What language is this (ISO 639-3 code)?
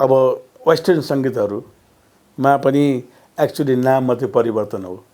nep